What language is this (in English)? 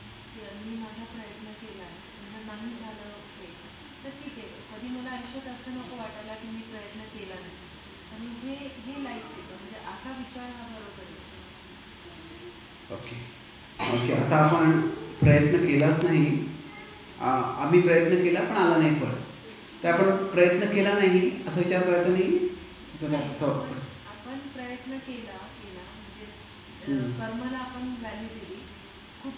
Marathi